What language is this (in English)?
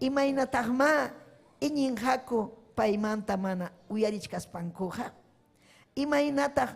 Ayacucho Quechua